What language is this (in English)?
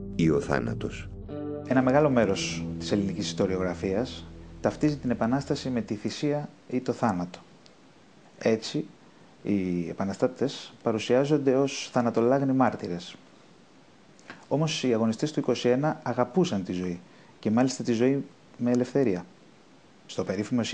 Greek